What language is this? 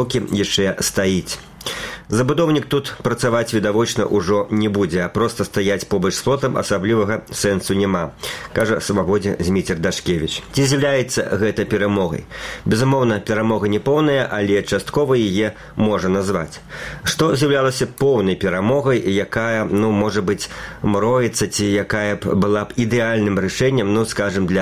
Belarusian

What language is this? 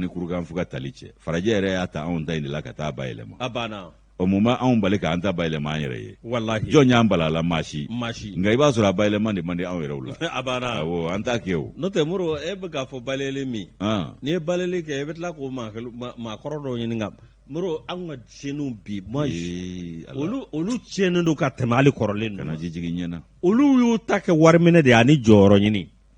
Bambara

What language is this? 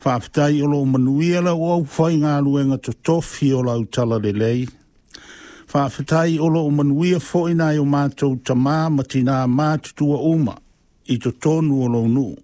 Samoan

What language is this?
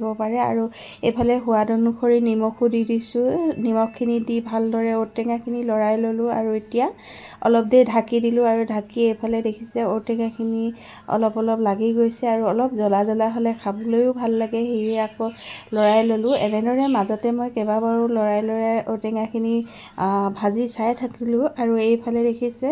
Assamese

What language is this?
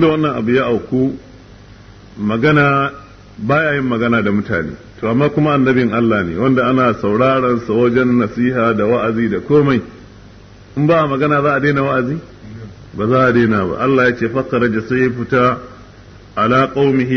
Hausa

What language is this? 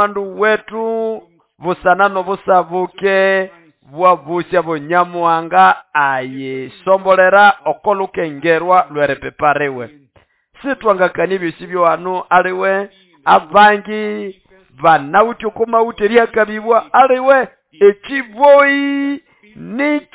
Nande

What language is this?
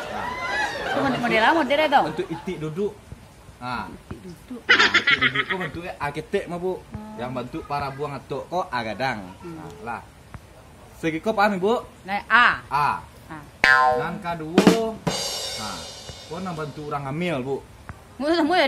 Minangkabau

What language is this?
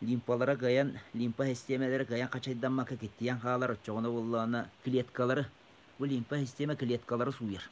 Yakut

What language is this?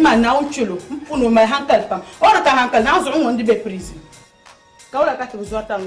Dagbani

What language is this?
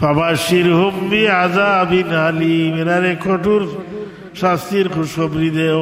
Sylheti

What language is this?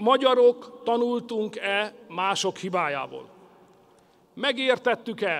Hungarian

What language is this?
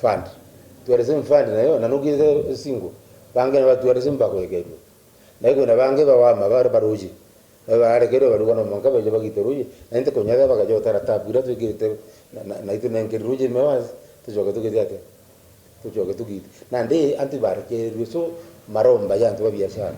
Meru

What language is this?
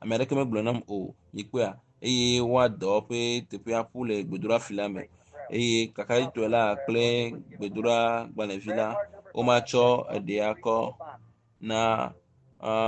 Ewe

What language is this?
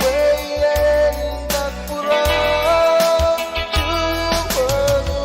Pohnpeian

